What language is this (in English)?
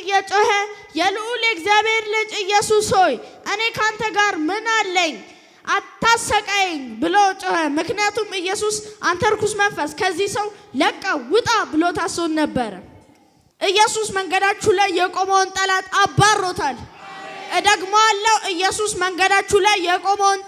Amharic